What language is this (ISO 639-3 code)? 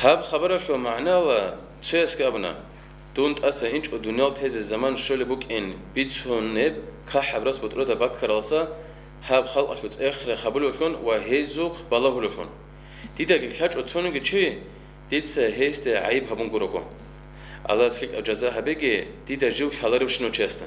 ava